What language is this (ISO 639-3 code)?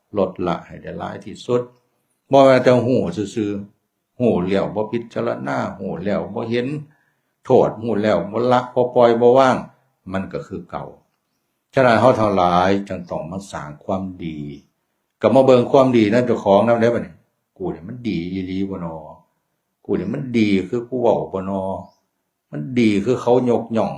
tts